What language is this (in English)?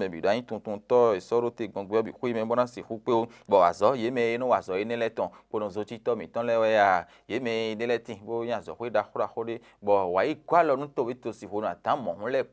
Fon